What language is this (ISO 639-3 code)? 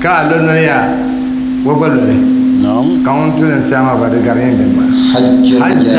dag